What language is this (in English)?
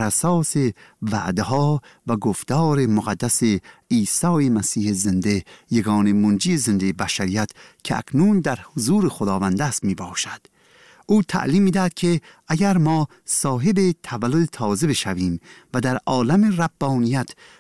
Persian